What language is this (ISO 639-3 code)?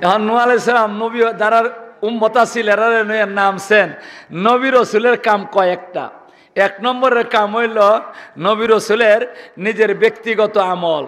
syl